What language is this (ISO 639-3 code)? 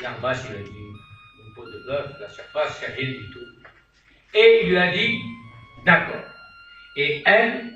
kab